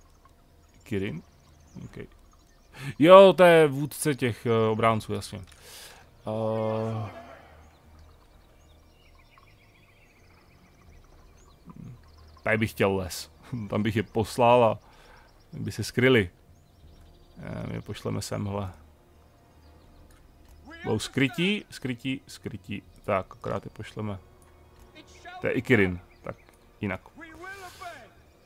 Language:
Czech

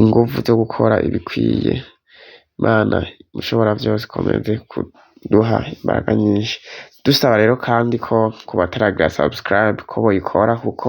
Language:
Rundi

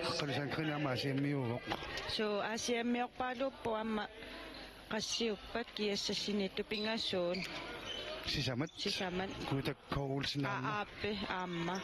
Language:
Kalaallisut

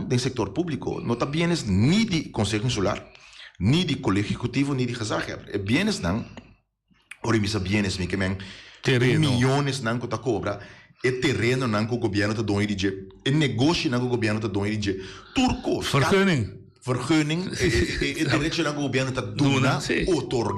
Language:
Papiamento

